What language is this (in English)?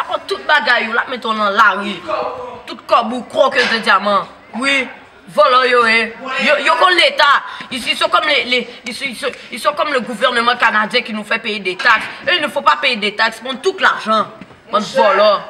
Haitian Creole